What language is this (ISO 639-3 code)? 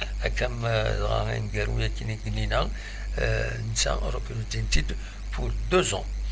kab